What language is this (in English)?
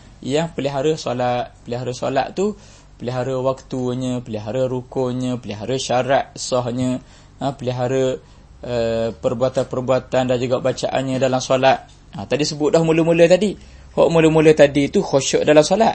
Malay